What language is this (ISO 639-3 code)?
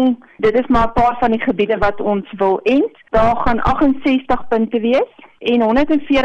afr